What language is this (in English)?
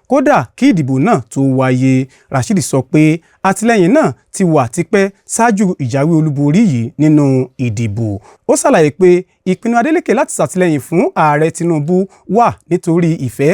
Yoruba